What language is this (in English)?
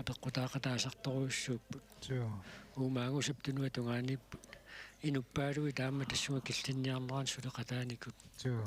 Kalaallisut